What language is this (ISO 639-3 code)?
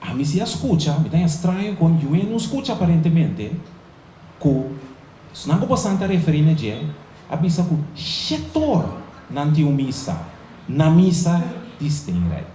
pap